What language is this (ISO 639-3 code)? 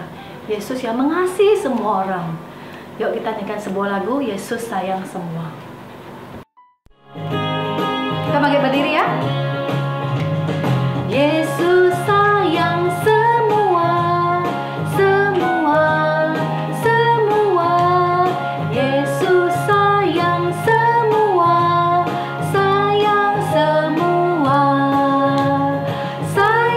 ind